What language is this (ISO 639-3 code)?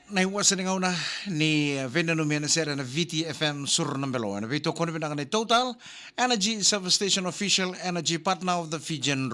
fij